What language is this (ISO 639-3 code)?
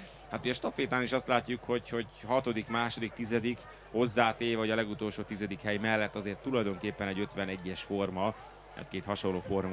hun